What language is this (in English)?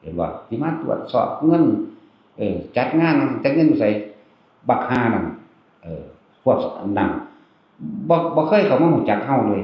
Northeastern Thai